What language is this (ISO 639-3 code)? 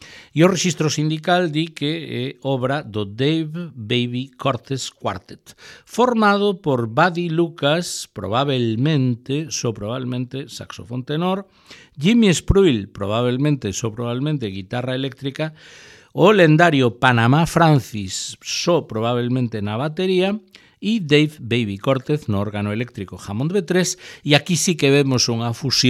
glg